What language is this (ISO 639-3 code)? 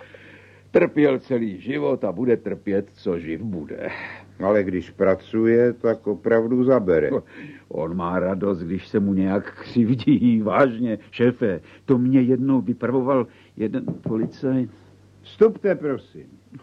ces